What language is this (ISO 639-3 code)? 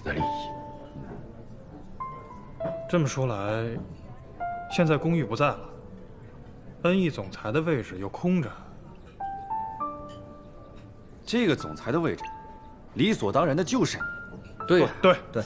zho